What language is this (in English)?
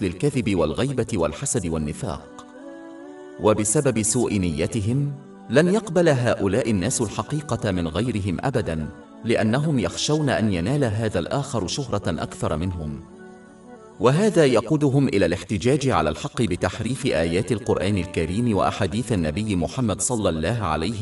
Arabic